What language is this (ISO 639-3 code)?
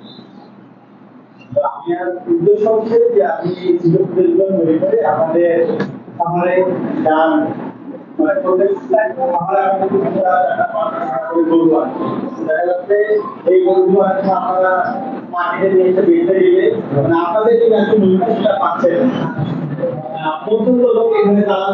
ben